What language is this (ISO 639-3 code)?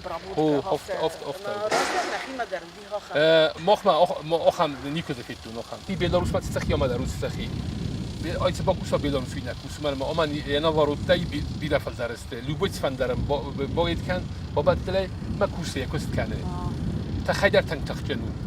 oss